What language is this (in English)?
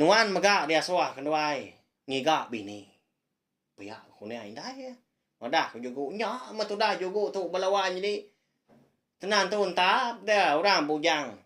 Iban